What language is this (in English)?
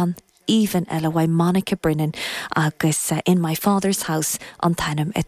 Irish